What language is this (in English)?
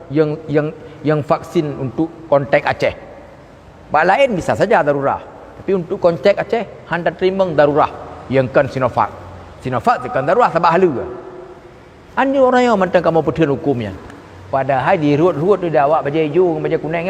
Achinese